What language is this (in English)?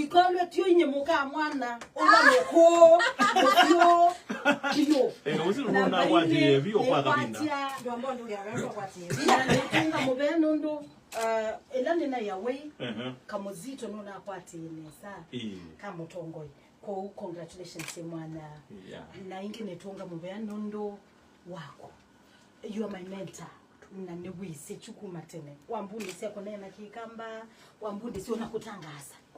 Kamba